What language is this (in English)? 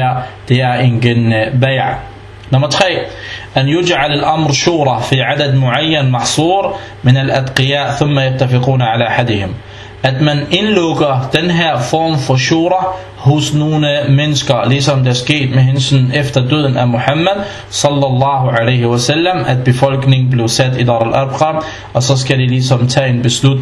Danish